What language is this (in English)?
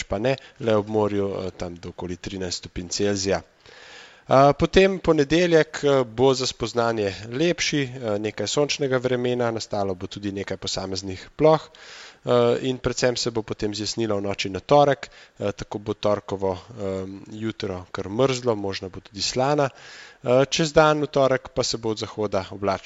Slovenian